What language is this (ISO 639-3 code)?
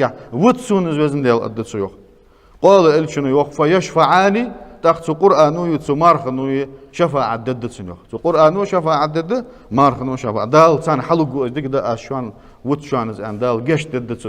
inh